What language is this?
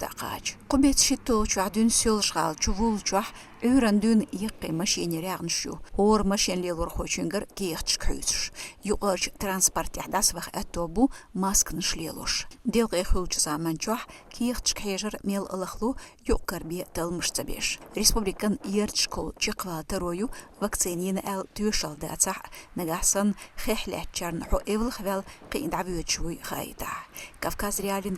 Chechen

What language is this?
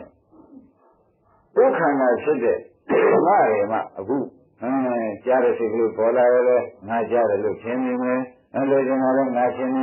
Burmese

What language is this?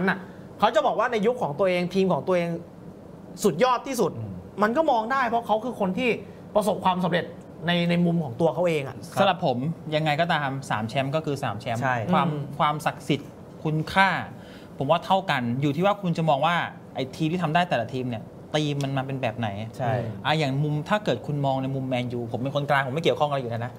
Thai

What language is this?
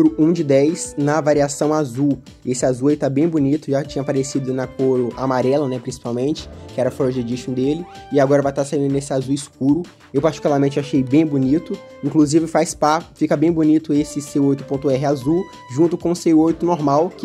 Portuguese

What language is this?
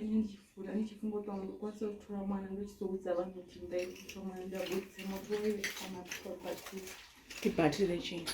Shona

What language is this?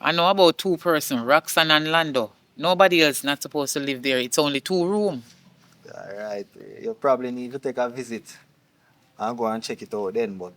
Jamaican Creole English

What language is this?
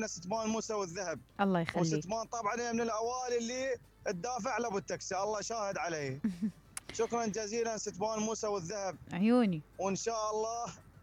Mesopotamian Arabic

